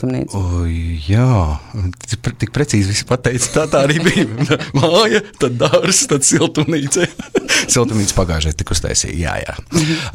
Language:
Latvian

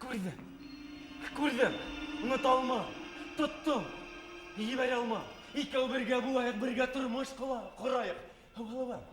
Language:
Bashkir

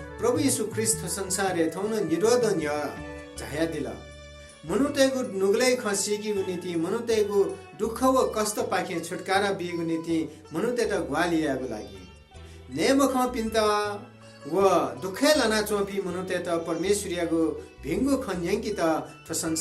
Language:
Newari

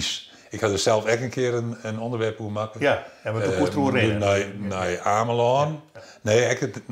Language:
Western Frisian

